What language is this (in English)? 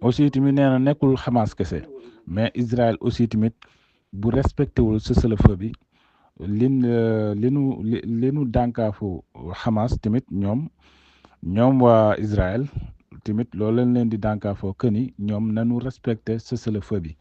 Wolof